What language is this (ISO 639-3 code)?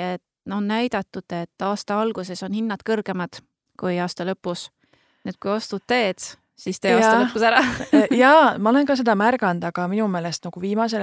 est